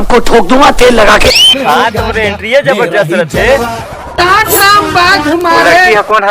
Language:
Chhattisgarhi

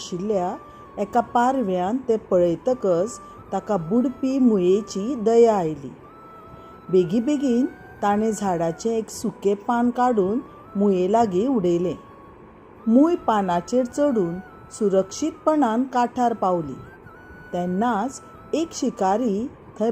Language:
Konkani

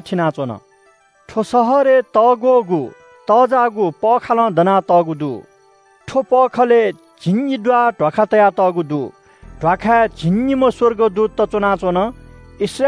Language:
Newari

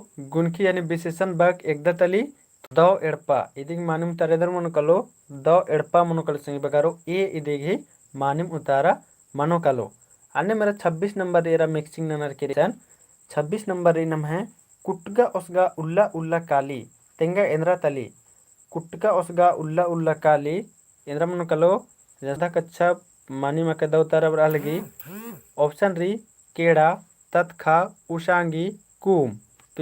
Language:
Kurukh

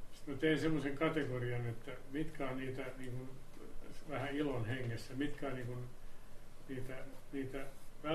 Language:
Finnish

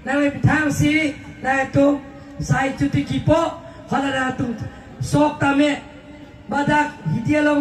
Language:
Karbi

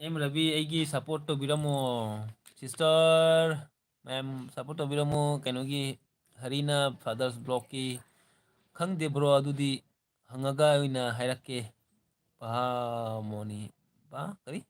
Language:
Manipuri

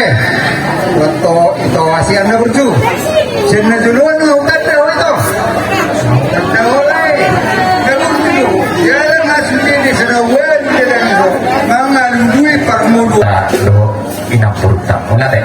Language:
Batak Toba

